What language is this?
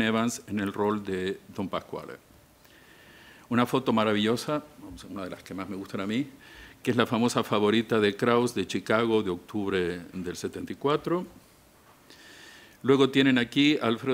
Spanish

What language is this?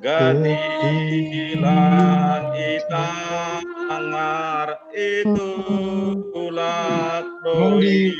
Batak Simalungun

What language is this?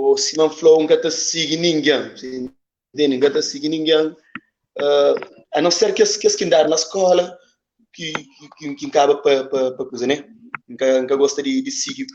Kabuverdianu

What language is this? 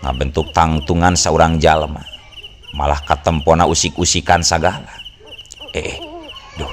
Sundanese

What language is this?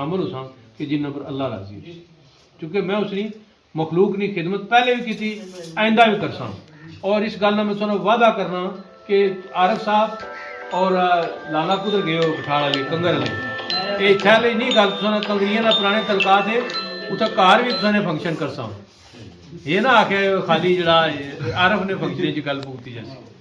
Pahari-Potwari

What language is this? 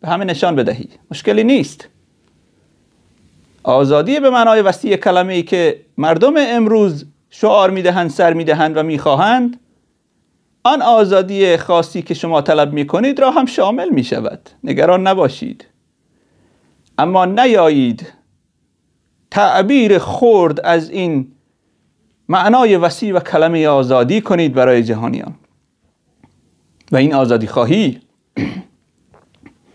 Persian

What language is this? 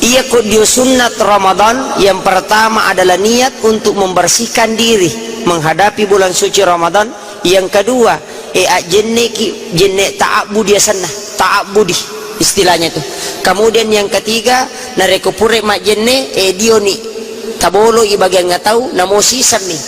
Buginese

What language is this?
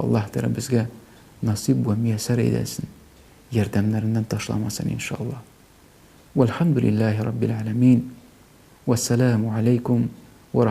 Tatar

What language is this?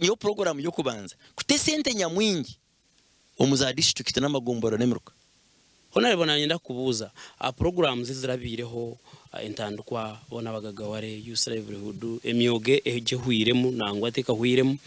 Nyankole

